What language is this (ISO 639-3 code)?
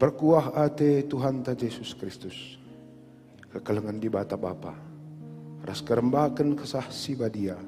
btx